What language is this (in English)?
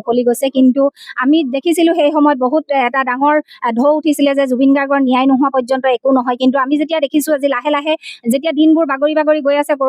Assamese